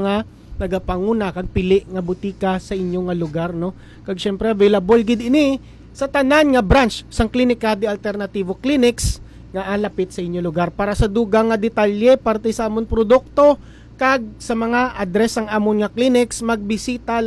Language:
Hiligaynon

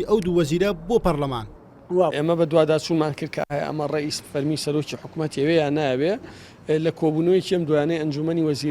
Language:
Central Kurdish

